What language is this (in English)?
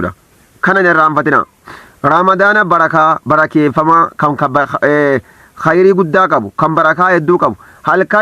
Oromo